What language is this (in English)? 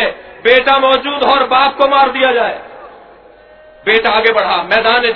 Urdu